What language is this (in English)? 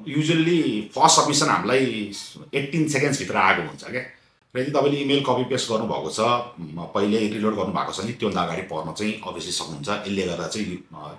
Nepali